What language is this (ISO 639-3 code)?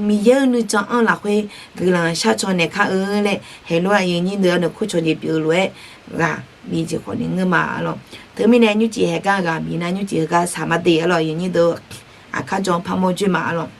ahk